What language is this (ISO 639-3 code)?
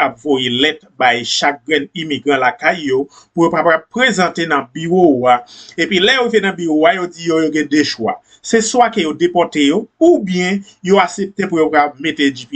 hat